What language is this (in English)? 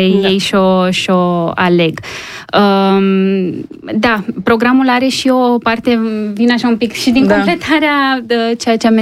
Romanian